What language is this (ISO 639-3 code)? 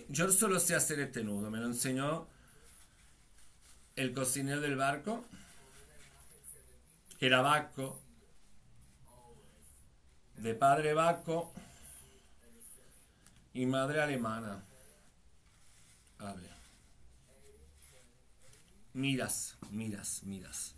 spa